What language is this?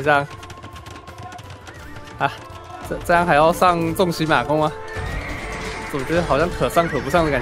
Chinese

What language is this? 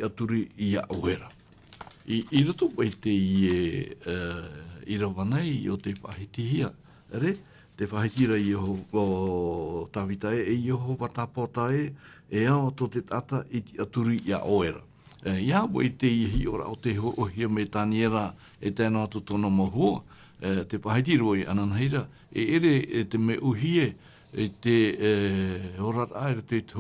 Tahitian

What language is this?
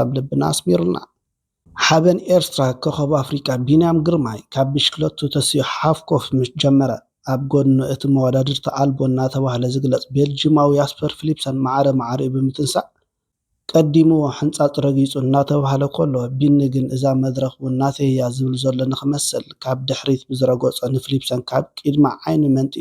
Tigrinya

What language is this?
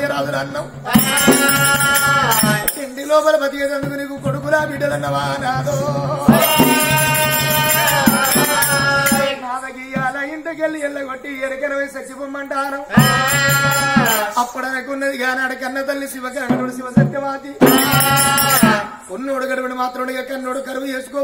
Telugu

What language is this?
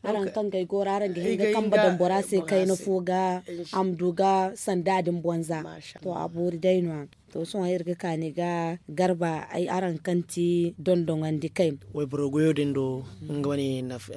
Zarma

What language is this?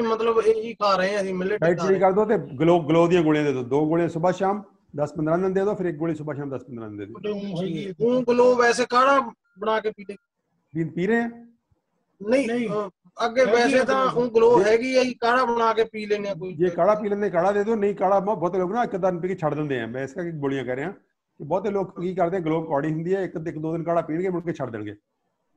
Punjabi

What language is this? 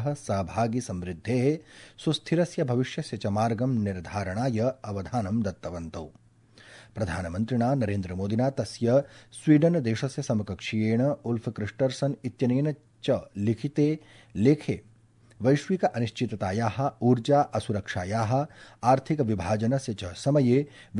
Sanskrit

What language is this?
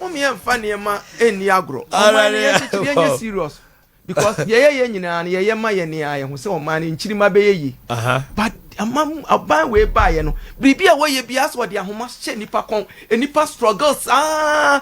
Akan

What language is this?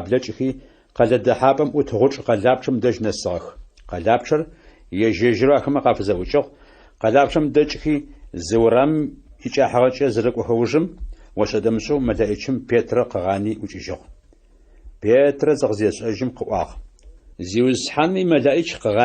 Adyghe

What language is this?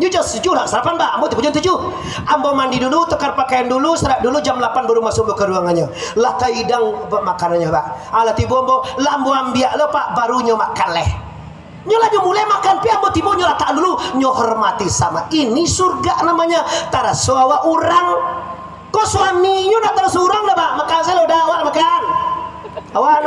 Minangkabau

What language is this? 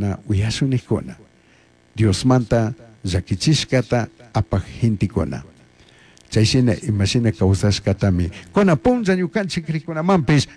Chimborazo Highland Quichua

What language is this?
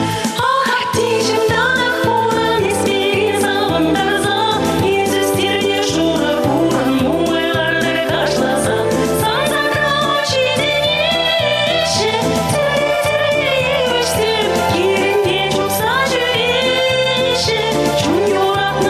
Chuvash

